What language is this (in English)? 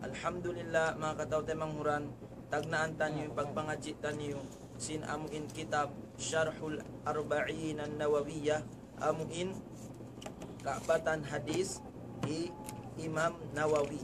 Tausug